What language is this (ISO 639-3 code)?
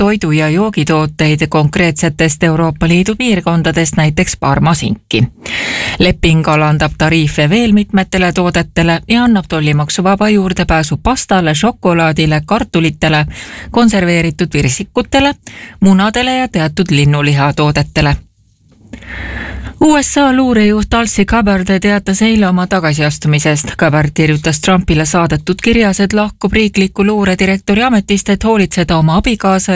est